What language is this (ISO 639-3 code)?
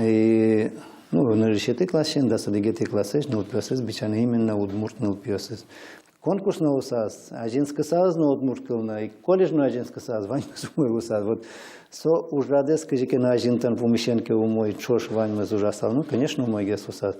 udm